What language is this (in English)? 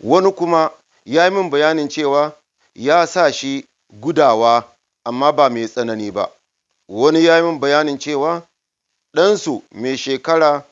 Hausa